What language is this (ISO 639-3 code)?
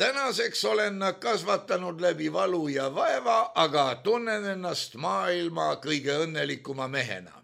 est